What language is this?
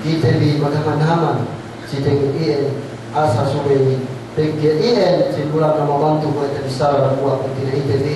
Yakan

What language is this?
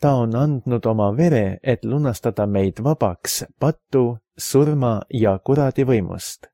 Estonian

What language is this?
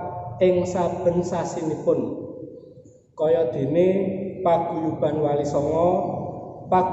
Javanese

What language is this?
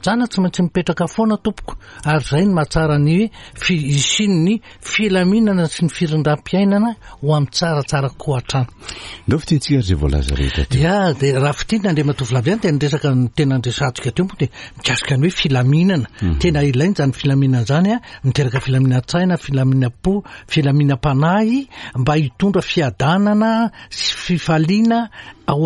Malagasy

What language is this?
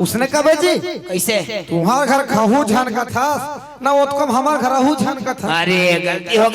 Chhattisgarhi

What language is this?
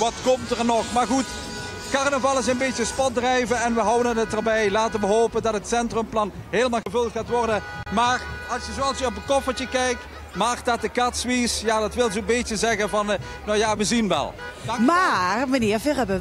Limburgish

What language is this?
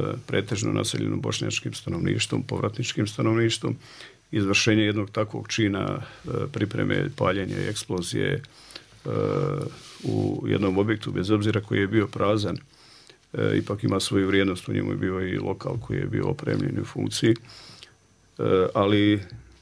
Bosnian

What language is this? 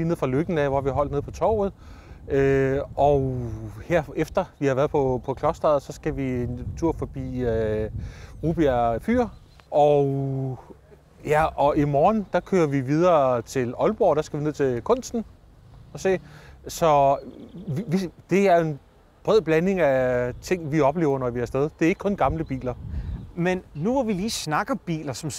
Danish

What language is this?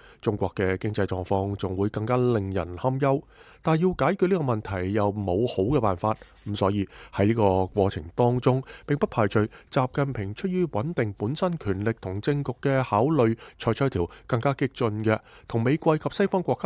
Cantonese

